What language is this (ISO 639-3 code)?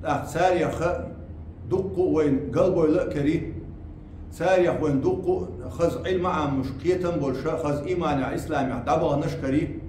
che